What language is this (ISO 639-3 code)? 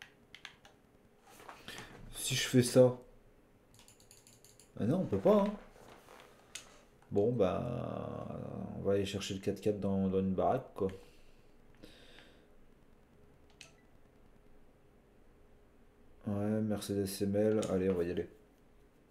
fra